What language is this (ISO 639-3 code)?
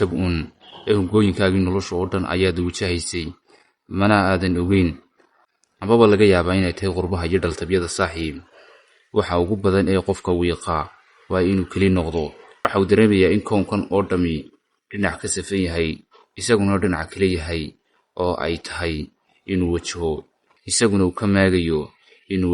som